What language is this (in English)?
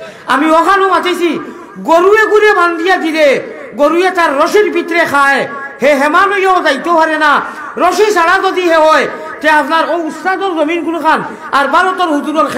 Sylheti